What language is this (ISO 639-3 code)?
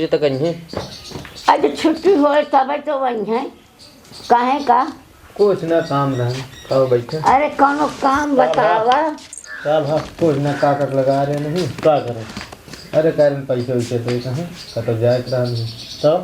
awa